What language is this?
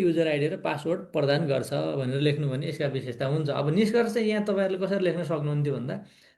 Nepali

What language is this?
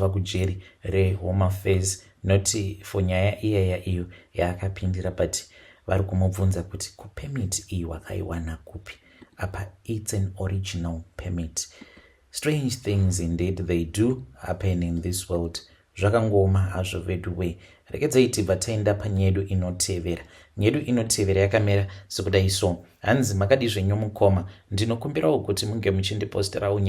Shona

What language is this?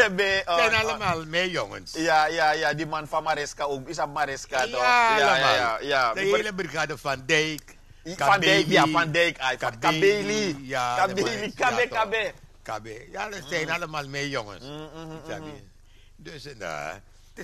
Dutch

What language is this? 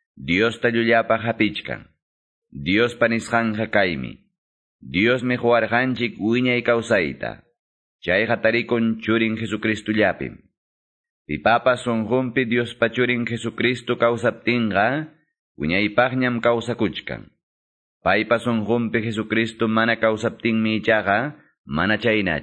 Quechua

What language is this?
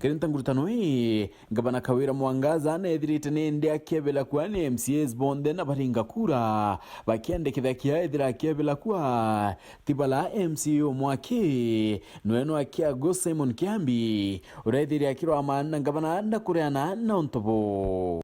Meru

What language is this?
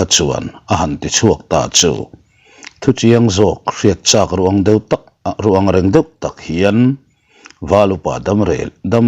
Mizo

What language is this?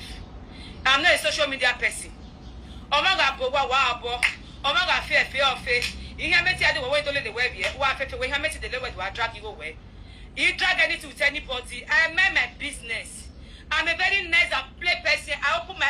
Nigerian Pidgin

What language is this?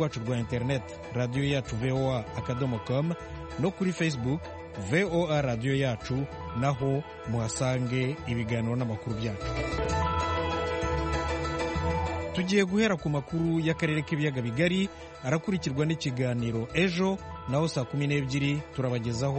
Kinyarwanda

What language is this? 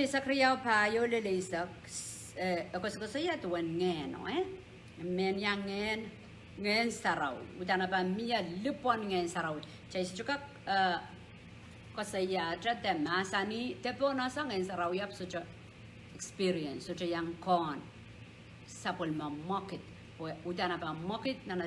Pohnpeian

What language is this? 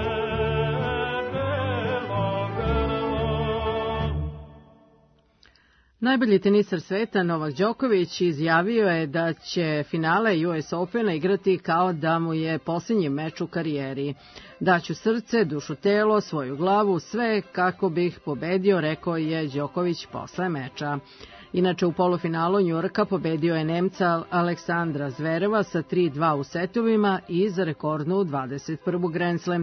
Serbian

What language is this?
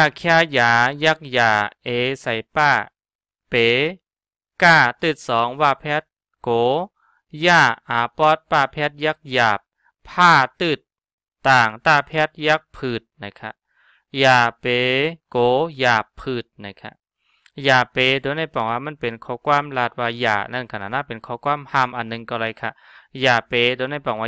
Shan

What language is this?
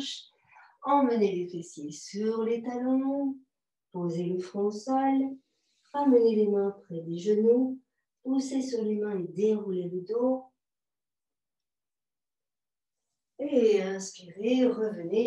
French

